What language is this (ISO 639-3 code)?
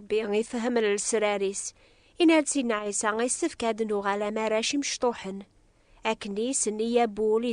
kab